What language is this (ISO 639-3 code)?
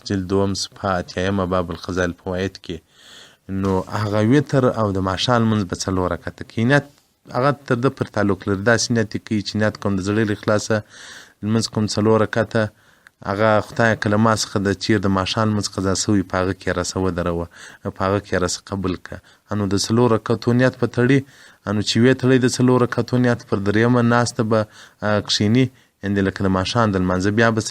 pus